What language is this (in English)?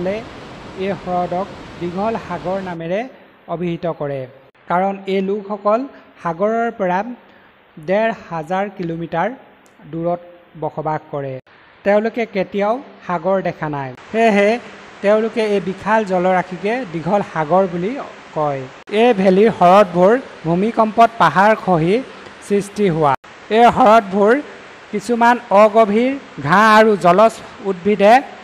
Assamese